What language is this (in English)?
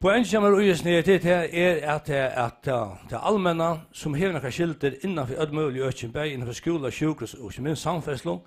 Faroese